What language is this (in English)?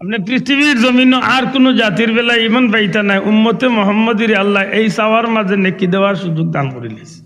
Sylheti